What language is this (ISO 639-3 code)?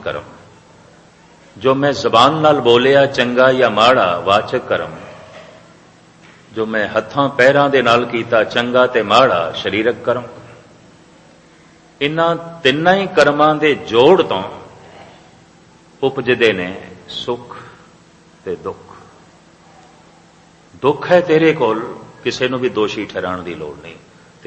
pan